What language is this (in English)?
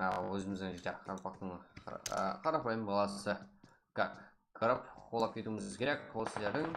Kara-Kalpak